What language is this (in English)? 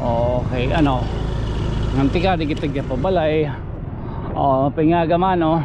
Waray